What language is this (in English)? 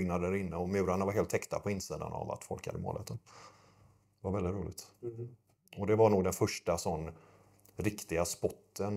Swedish